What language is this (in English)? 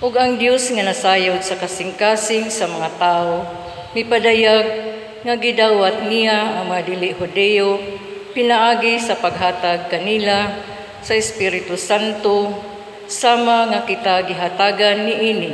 Cebuano